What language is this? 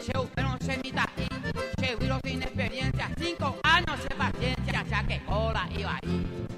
Guarani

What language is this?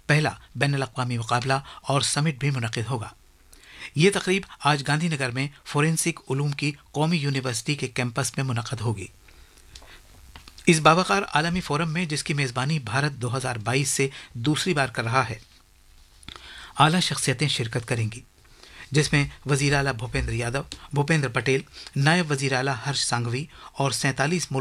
Urdu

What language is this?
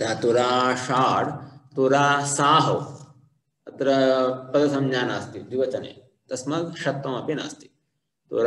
Sanskrit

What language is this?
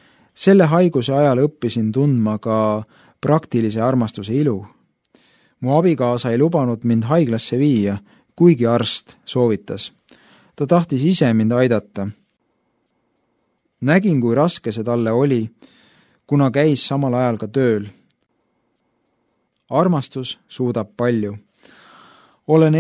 Estonian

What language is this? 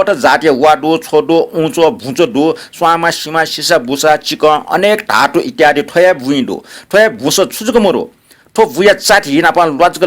Newari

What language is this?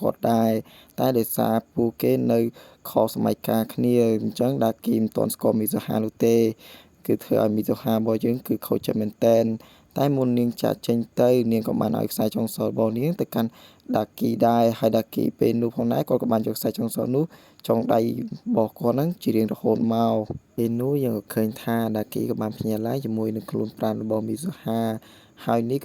Khmer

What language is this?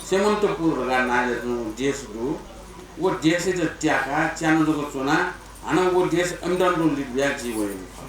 Newari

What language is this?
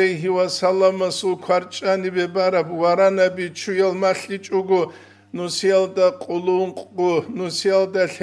Avaric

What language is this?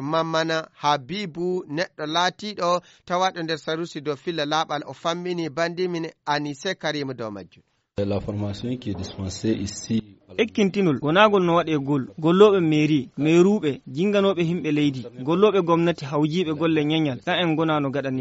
Fula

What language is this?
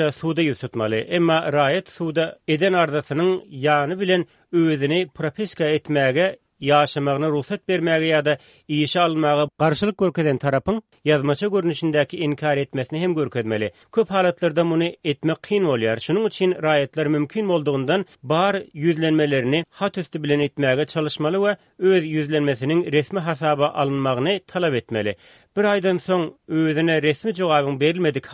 Kyrgyz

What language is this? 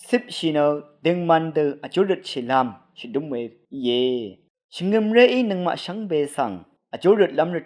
Rawang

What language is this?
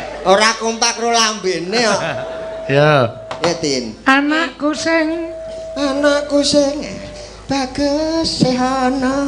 Javanese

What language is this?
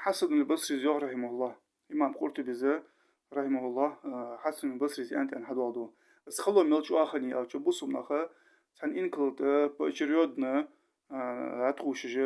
Ingush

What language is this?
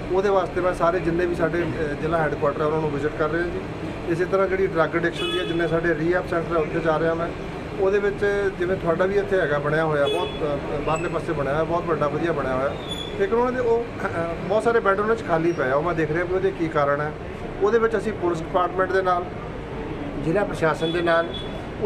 Punjabi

